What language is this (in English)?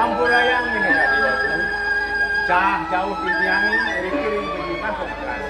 Balinese